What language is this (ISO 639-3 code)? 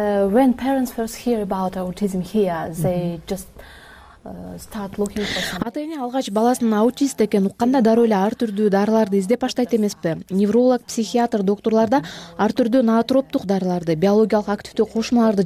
kir